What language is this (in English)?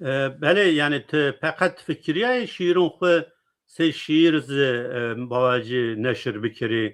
Zaza